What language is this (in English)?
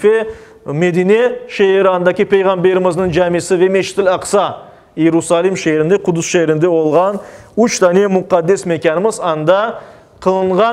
Crimean Tatar